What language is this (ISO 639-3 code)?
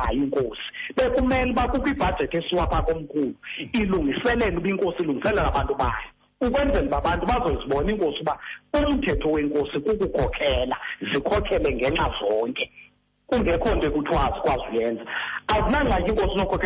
xho